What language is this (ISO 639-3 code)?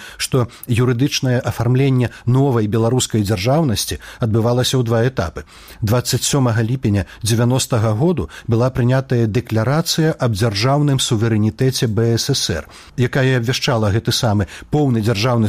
bel